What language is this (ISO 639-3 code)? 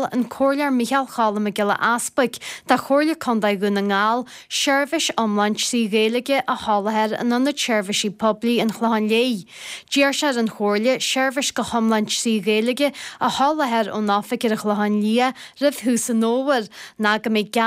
gle